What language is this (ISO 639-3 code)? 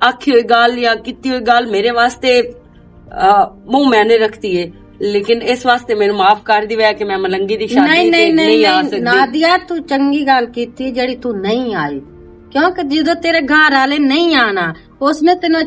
lah